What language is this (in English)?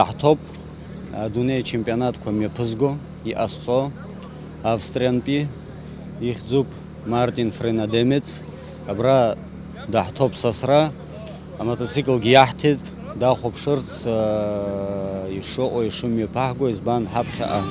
Abkhazian